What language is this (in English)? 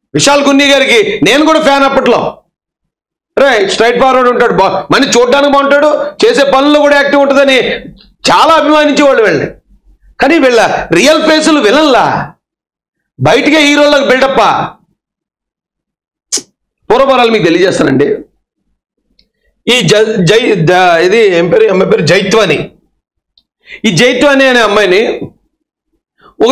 Telugu